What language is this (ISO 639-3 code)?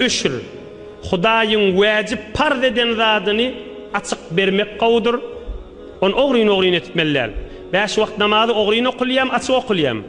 tuk